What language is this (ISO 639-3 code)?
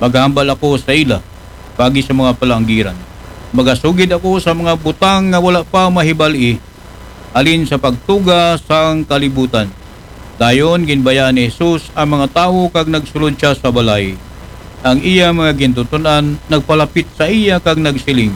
akl